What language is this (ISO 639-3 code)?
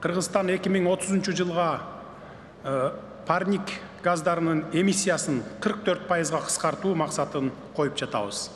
kir